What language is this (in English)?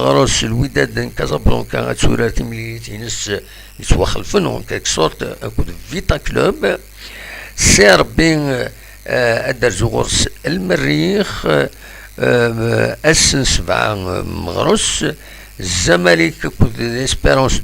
Kabyle